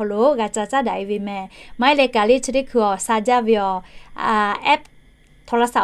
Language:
Lahu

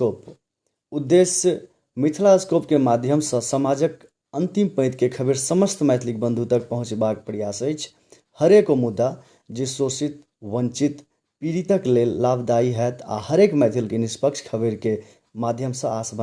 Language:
Maithili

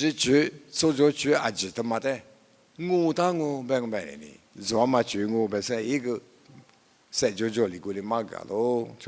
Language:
Lisu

